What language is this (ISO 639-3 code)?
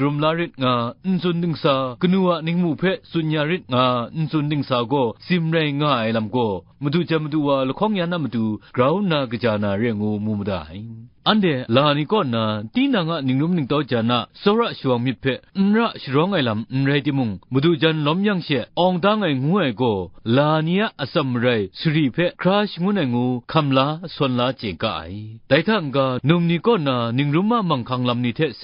kac